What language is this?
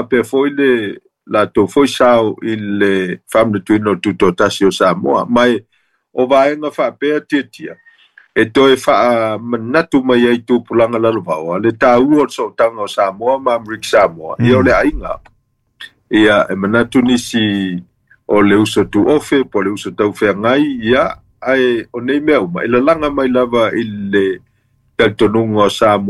Samoan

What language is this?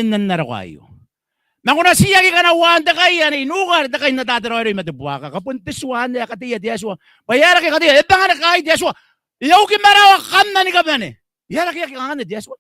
Gilbertese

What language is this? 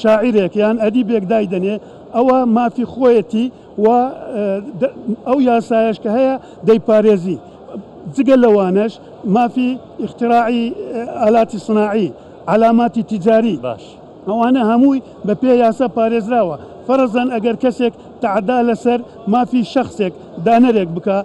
Central Kurdish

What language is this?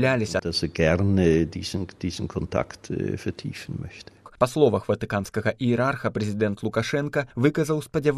Belarusian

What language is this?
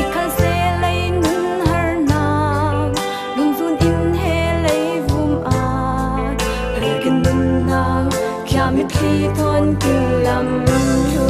Falam Chin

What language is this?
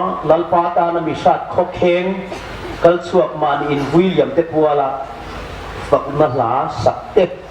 Hmar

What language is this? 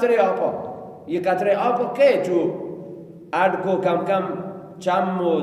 Baluchi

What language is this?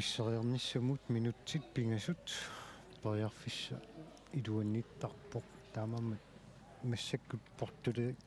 Kalaallisut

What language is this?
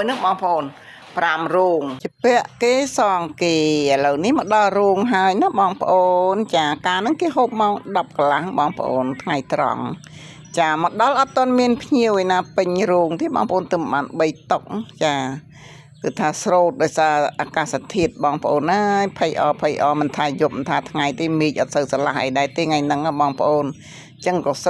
Khmer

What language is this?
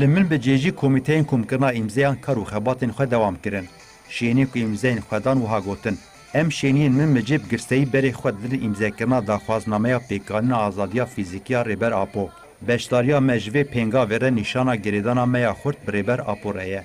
Kurdish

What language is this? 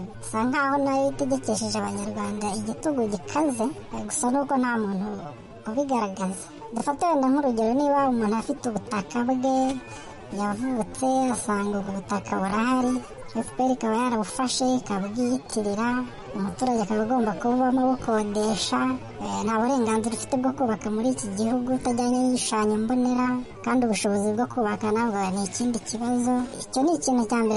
Kinyarwanda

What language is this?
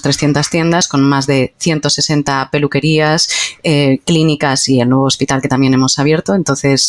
Spanish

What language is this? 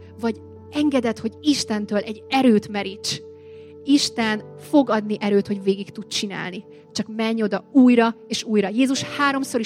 Hungarian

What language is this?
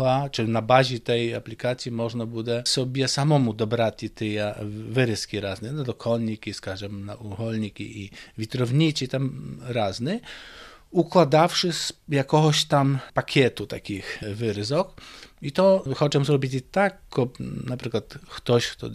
Ukrainian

